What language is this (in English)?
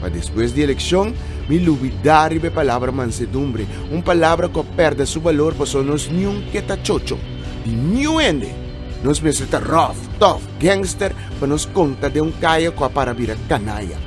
Papiamento